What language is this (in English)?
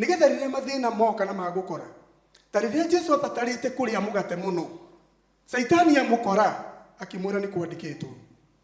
Kikuyu